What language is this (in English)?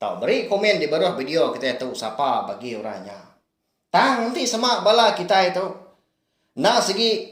Iban